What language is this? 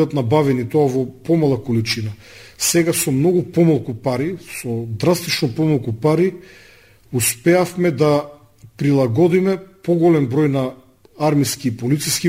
Macedonian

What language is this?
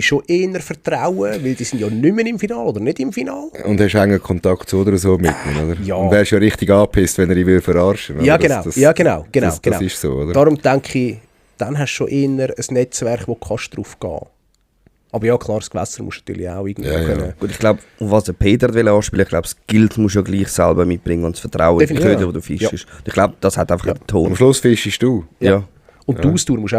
Swiss German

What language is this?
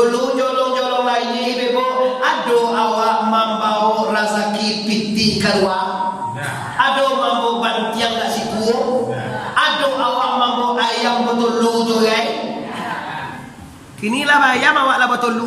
Minangkabau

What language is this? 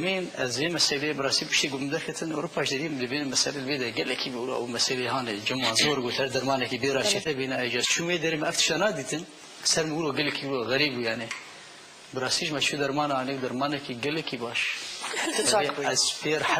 Kurdish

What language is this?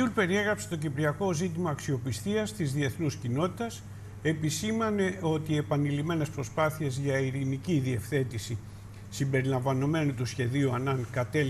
Greek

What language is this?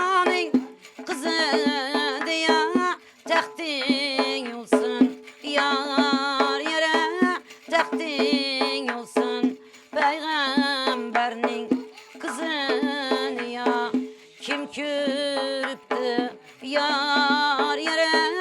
Turkmen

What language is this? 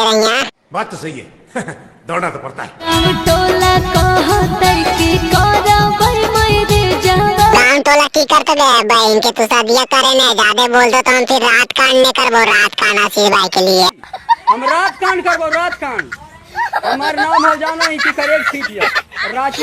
Magahi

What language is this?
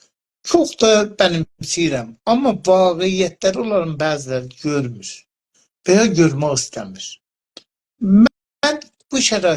South Azerbaijani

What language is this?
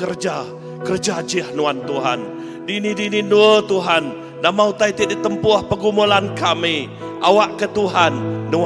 Iban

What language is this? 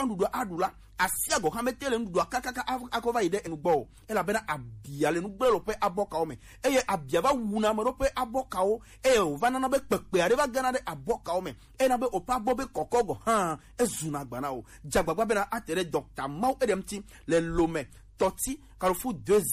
Gen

